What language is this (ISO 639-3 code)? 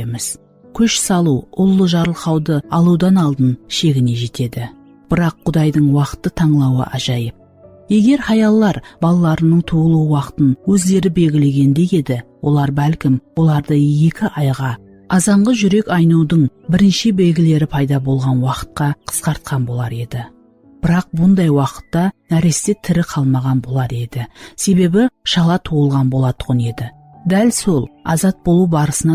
kaa